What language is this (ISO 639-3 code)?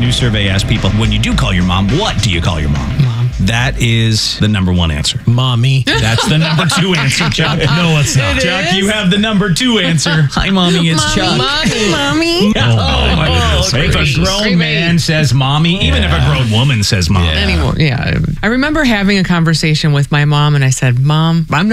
eng